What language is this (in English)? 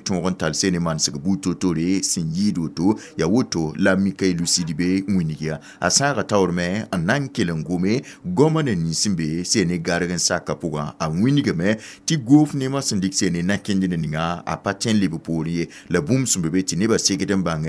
Mossi